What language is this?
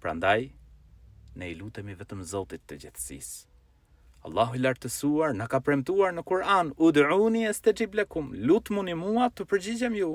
Albanian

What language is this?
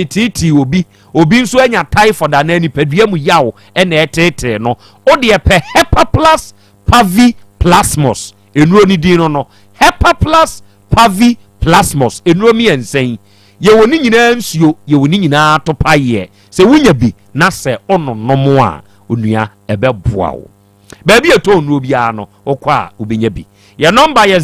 Akan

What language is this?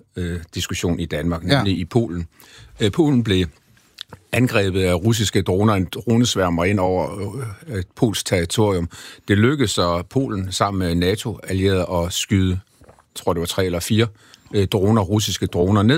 Danish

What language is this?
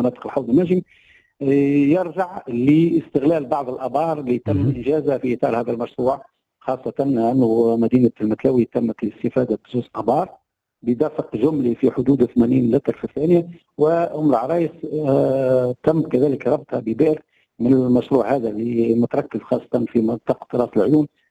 Tunisian Arabic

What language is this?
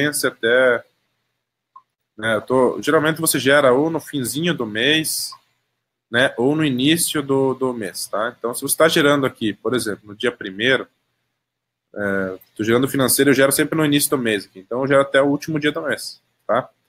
Portuguese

